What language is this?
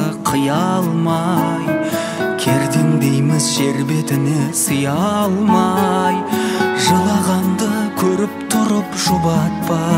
Kazakh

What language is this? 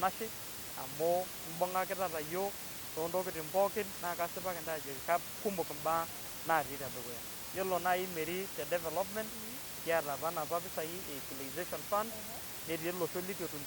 Masai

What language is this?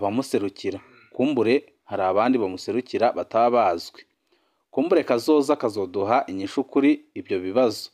Rundi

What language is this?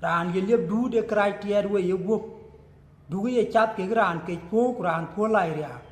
Dinka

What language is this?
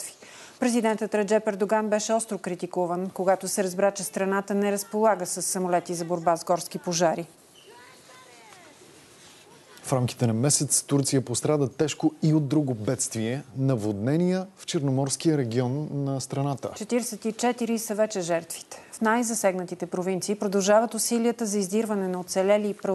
Bulgarian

